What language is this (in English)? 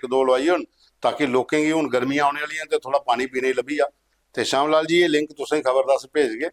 Dogri